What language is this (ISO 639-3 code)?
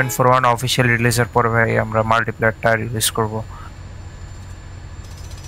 ben